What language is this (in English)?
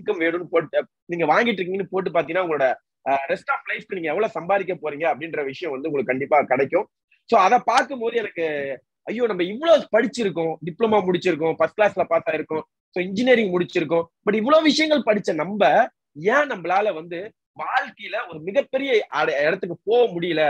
Tamil